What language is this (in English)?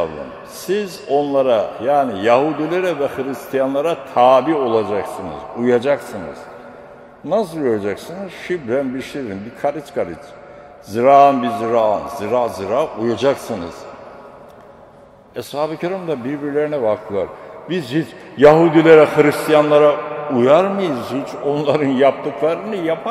Turkish